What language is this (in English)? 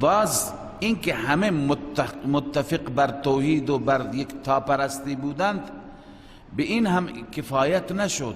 Persian